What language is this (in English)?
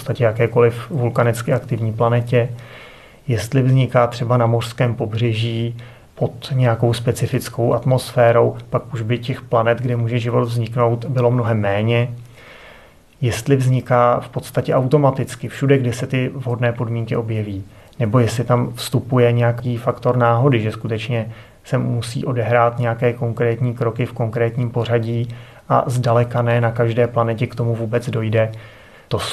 Czech